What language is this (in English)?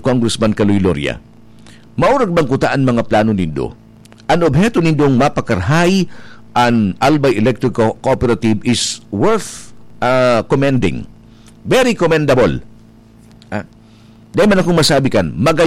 Bikol